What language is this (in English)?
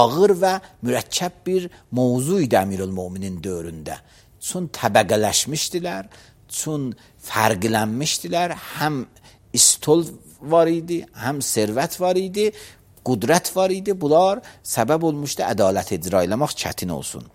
Azerbaijani